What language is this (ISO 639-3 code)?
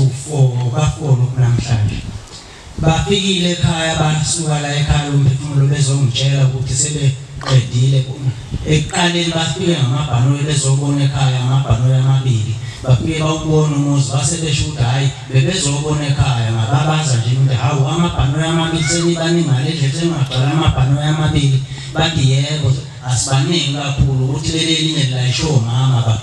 zul